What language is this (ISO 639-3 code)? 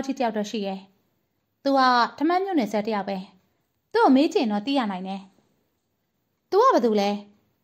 mya